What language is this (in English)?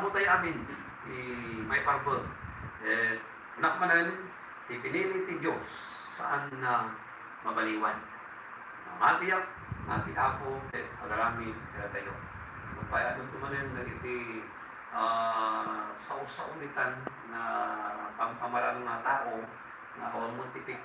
Iloko